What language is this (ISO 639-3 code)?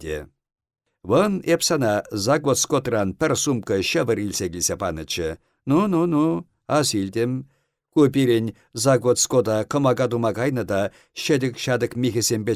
chv